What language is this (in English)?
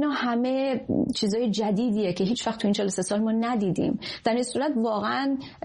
Persian